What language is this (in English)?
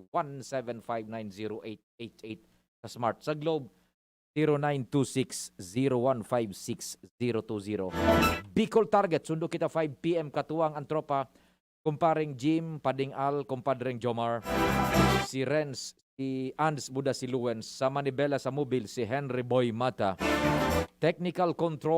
Bikol